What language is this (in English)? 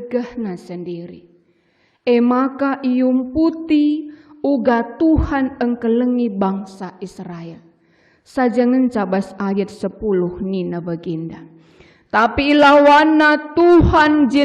Batak Karo